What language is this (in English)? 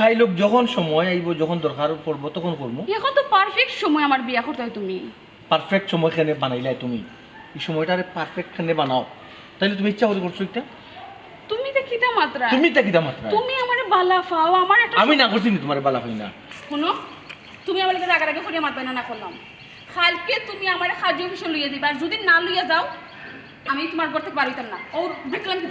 Sylheti